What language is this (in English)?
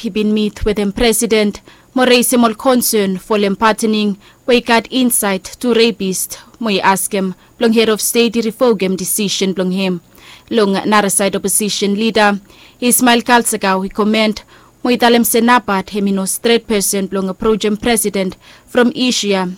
Bislama